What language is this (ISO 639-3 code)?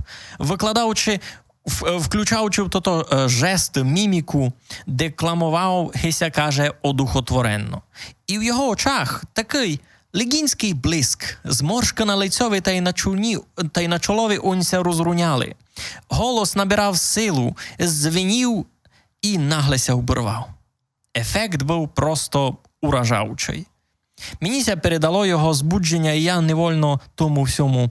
rue